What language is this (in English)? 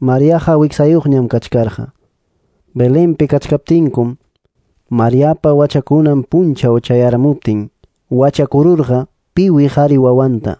Ayacucho Quechua